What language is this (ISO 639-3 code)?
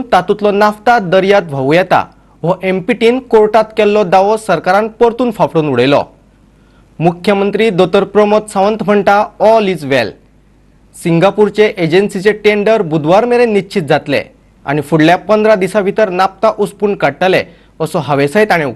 kok